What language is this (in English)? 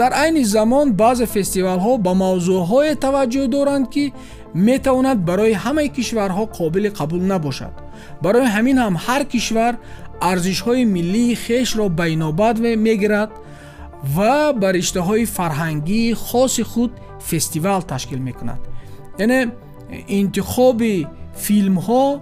Tajik